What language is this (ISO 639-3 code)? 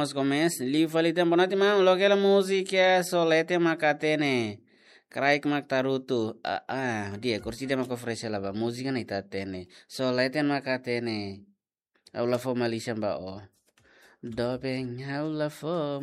tet